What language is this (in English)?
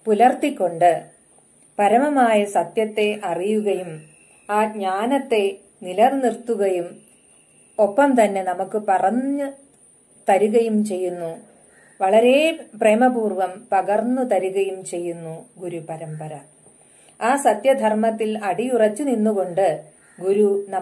Malayalam